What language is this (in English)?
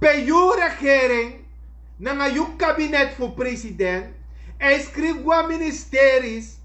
Sranan Tongo